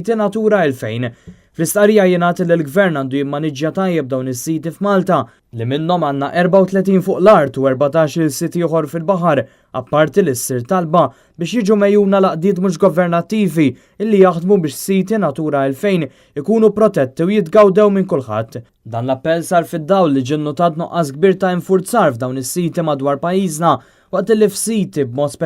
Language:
Maltese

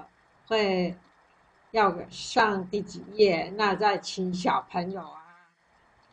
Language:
Min Nan Chinese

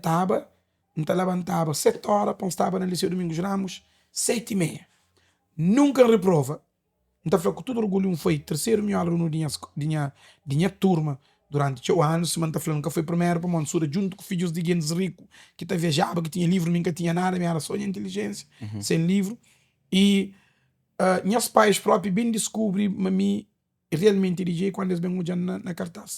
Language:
Kabuverdianu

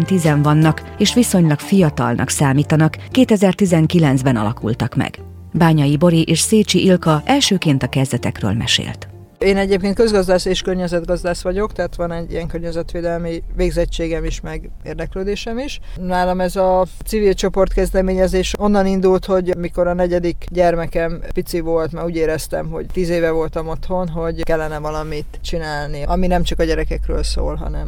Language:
Hungarian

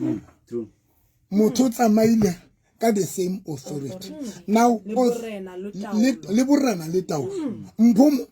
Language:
Southern Sotho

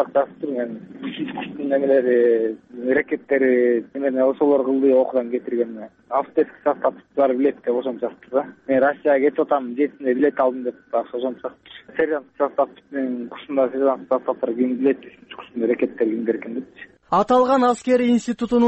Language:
Kyrgyz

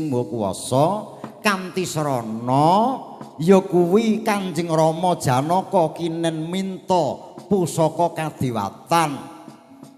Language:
Javanese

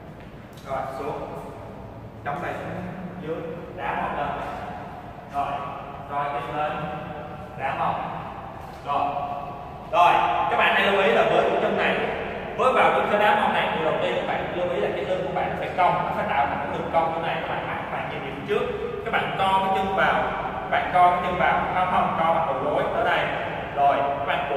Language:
Vietnamese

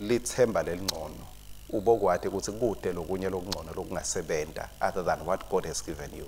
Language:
Swati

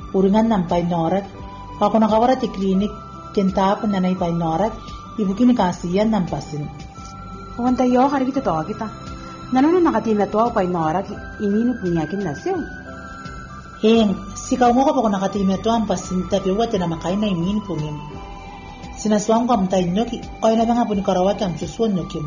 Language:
Gilbertese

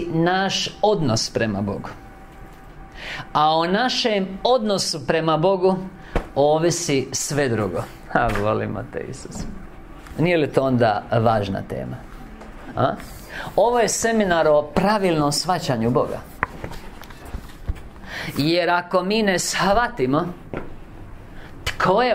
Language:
Croatian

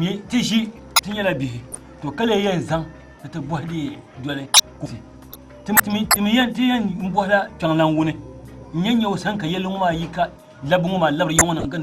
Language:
Dagbani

